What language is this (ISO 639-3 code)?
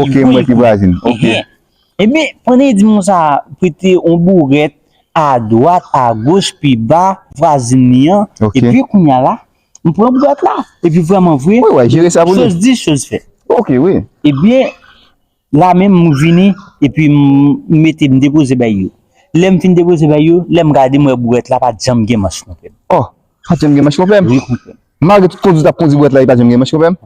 hat